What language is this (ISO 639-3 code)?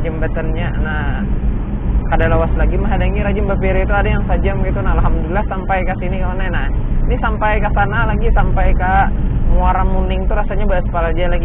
bjn